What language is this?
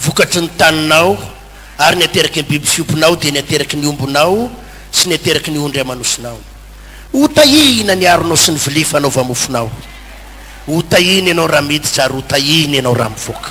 Malagasy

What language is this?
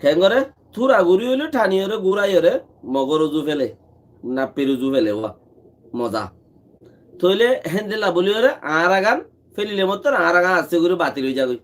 Rohingya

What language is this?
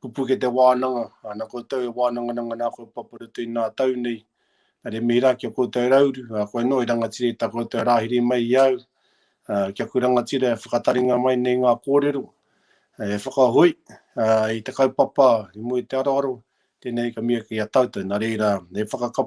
Māori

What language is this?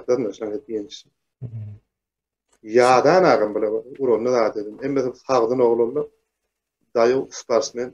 Turkmen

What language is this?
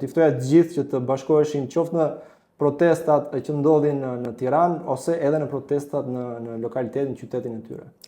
Albanian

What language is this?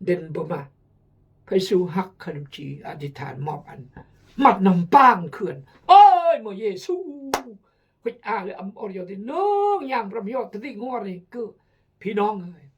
Khmu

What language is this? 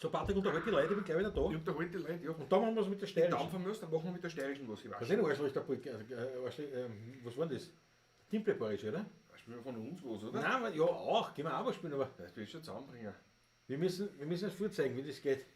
Bavarian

